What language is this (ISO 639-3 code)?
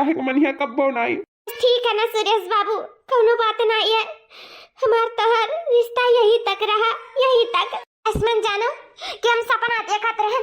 awa